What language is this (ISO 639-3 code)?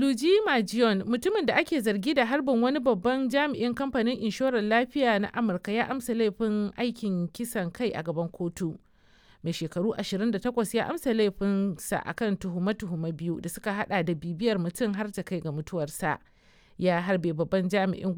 hau